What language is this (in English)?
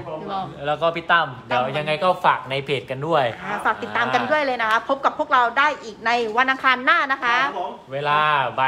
Thai